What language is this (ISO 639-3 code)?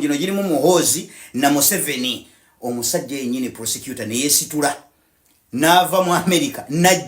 lug